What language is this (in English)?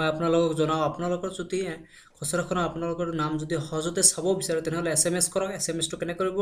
Assamese